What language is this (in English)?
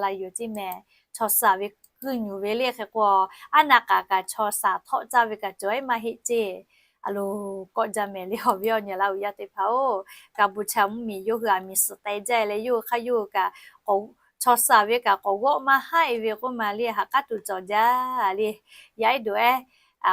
Lahu